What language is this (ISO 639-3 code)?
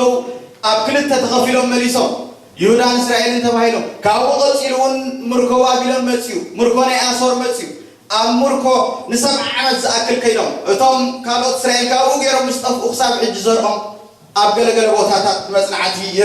tir